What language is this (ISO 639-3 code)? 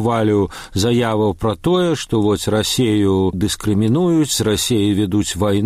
bel